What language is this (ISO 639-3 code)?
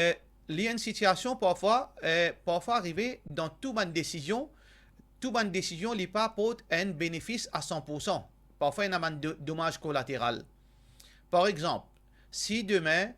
mfe